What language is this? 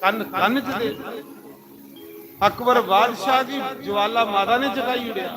Dogri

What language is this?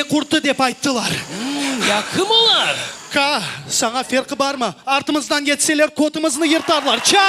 Crimean Tatar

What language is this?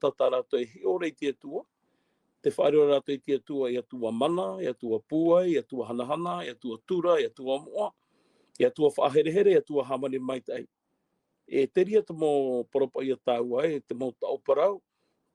Tahitian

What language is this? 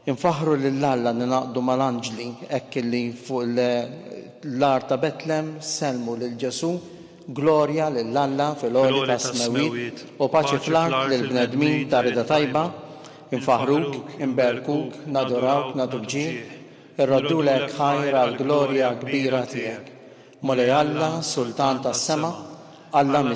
Maltese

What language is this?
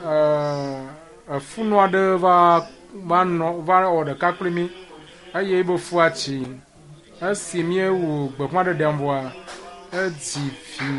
Ewe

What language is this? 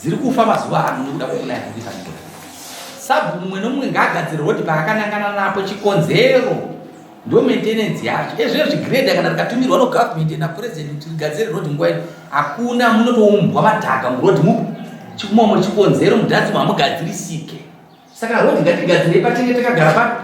Shona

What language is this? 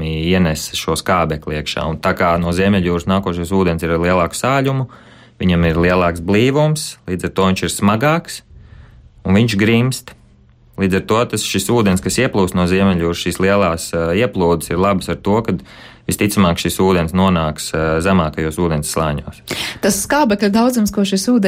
Latvian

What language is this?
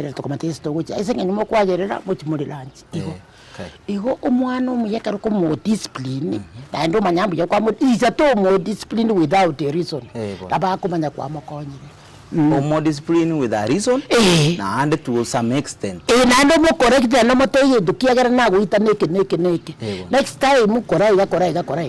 Gusii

